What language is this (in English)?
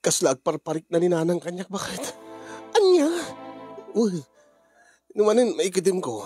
Iloko